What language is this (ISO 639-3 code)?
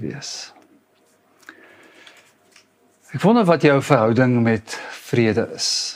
afr